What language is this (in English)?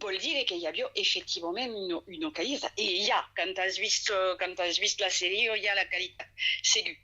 Occitan